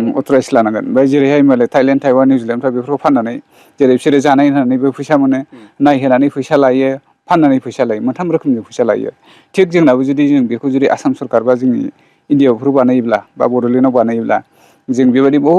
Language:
Bodo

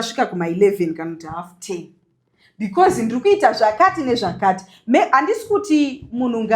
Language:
Shona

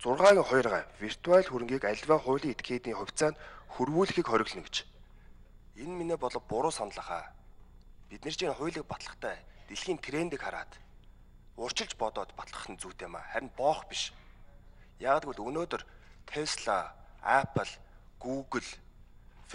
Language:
Mongolian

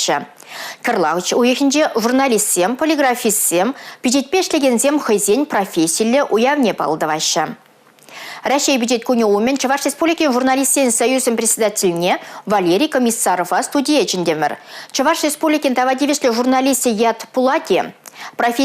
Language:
Chuvash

